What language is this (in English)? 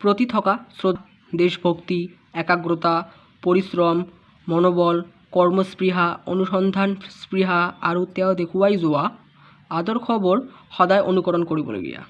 Assamese